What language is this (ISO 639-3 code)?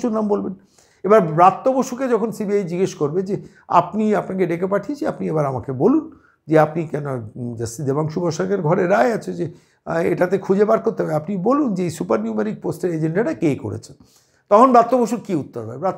ben